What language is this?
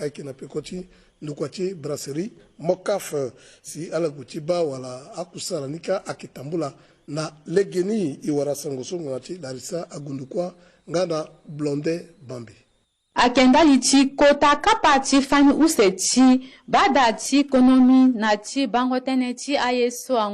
Sango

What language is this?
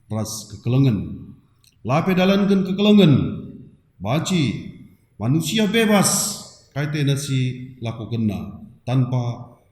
Batak Karo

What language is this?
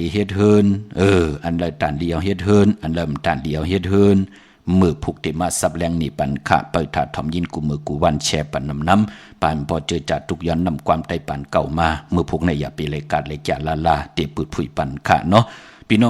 Shan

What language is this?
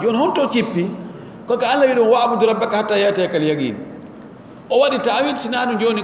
Pular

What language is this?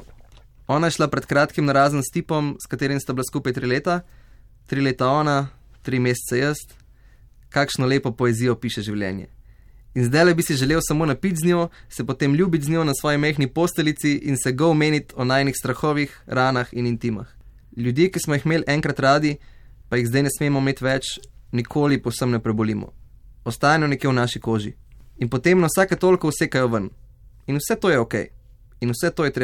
Slovenian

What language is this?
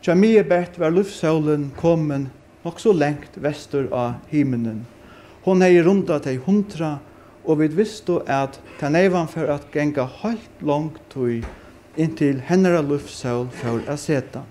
Faroese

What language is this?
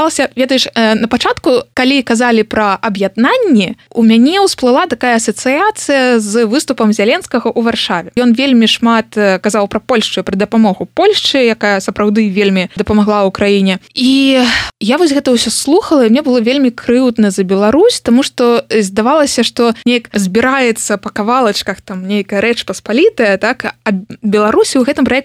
Belarusian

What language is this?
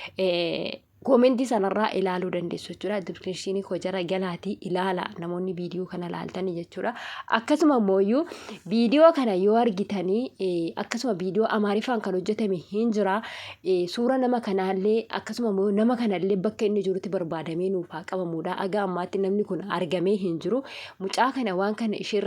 Oromo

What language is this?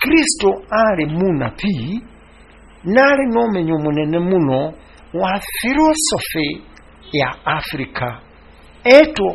Kikuyu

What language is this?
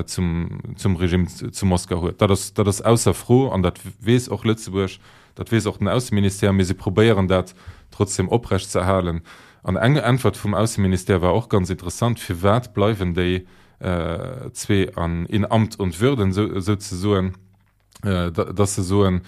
Luxembourgish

